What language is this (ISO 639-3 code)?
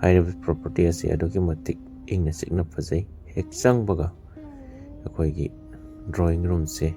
mni